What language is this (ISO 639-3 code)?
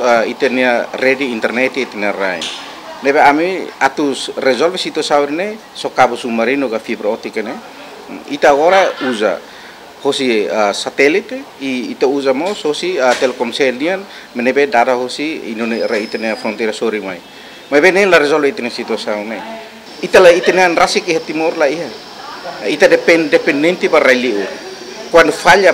tet